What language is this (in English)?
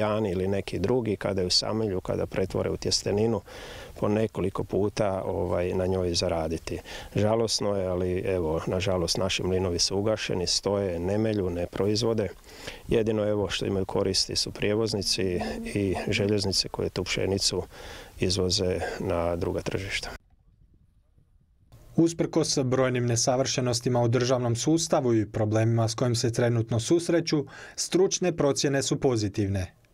Croatian